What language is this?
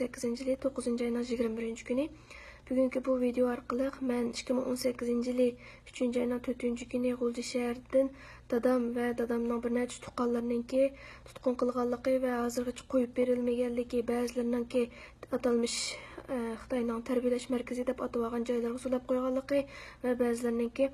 Uyghur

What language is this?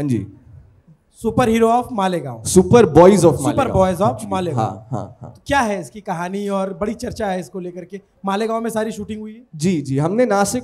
Hindi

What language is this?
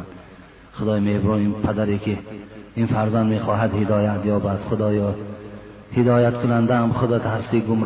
Tajik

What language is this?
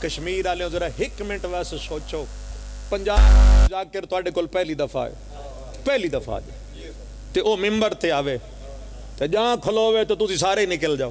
Pahari-Potwari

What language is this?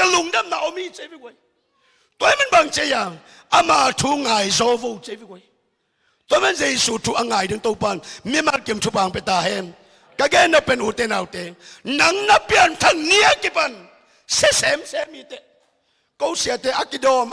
Tedim Chin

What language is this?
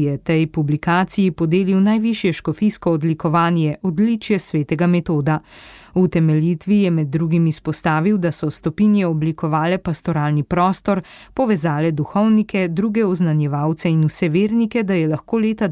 Slovenian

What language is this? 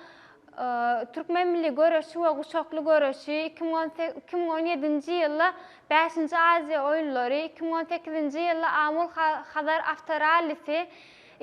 Turkmen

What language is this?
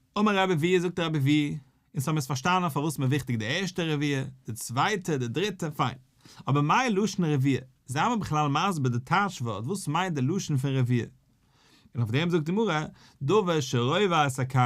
Yiddish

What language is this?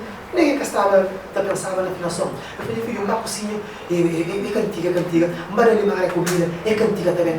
Kabuverdianu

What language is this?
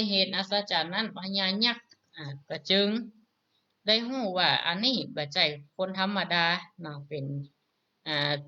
Northern Thai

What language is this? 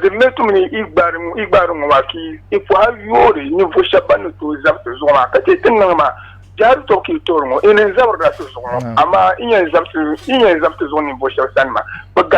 Dagbani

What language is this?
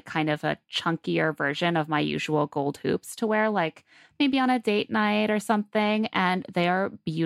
English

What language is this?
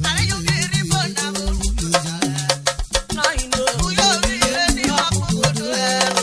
Urhobo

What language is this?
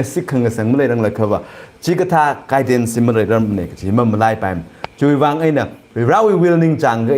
Tangkhul Naga (India)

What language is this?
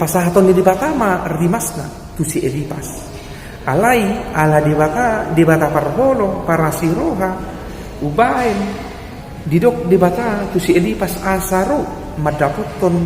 Batak Toba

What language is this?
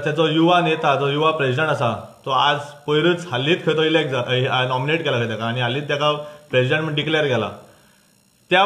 Konkani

